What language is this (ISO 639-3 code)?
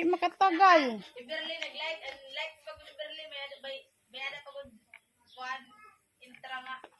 war